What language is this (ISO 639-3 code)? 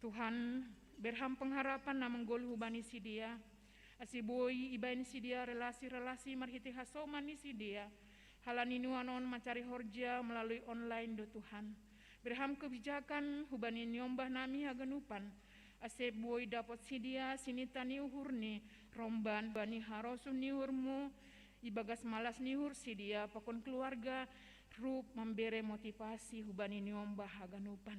bts